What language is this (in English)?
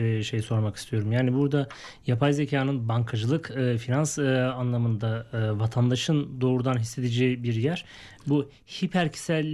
Turkish